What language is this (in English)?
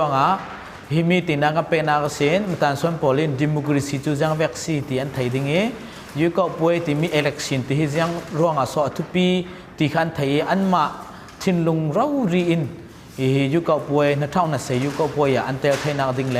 Falam Chin